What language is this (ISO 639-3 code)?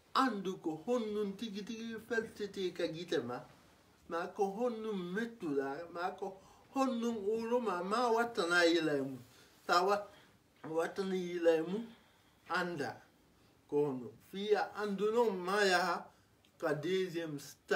ful